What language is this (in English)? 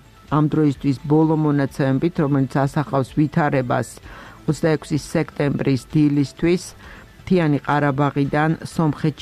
Georgian